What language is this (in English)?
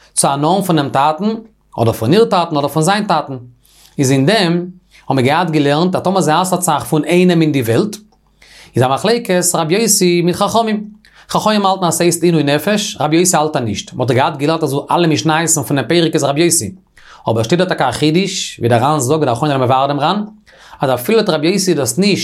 Yiddish